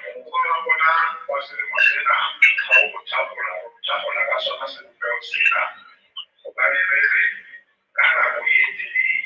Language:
Southern Sotho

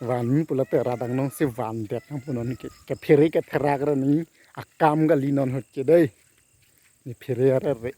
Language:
Karbi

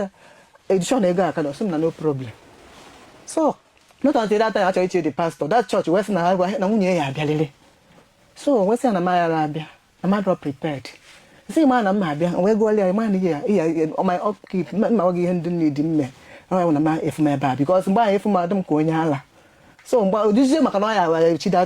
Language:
Igbo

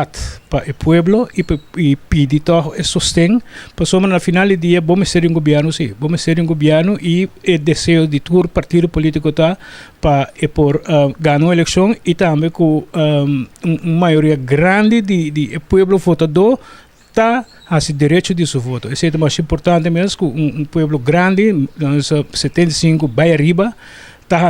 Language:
Papiamento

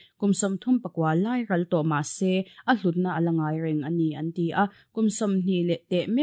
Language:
Mizo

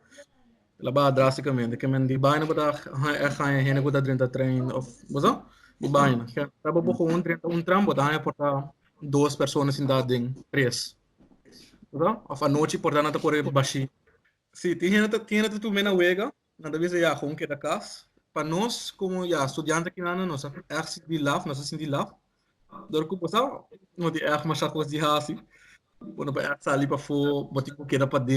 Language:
Papiamento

